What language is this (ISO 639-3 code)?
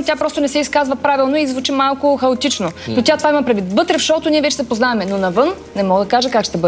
bul